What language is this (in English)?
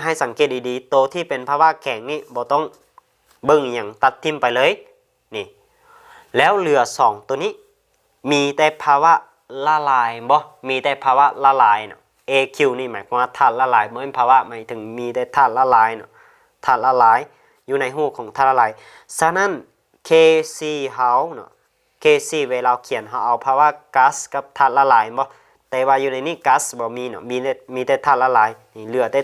Lao